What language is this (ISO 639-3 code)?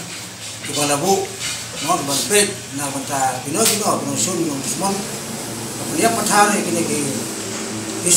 kha